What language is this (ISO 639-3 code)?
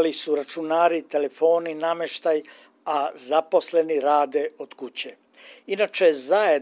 srp